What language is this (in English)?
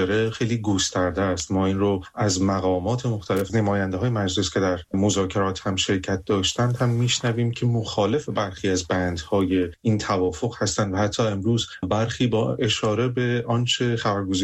Persian